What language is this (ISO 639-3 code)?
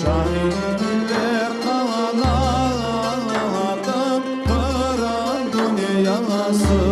crh